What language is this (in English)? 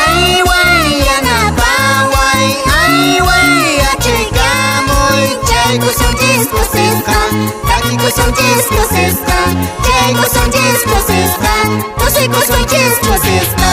Quechua